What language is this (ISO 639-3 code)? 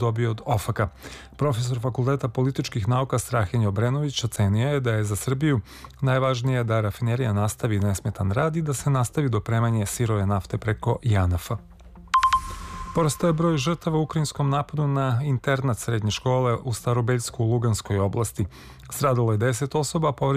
srp